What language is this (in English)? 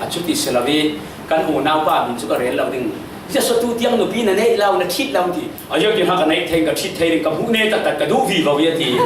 Falam Chin